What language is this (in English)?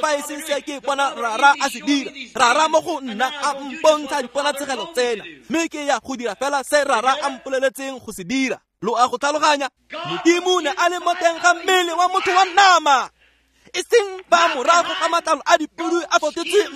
Tswana